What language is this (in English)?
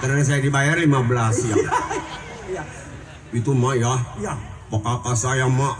Betawi